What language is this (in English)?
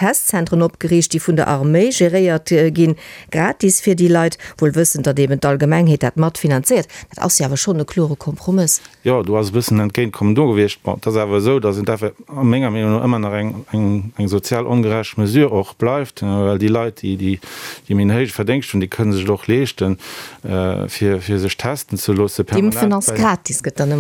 Luxembourgish